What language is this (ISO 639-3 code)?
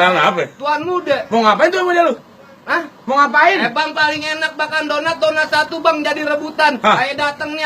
bew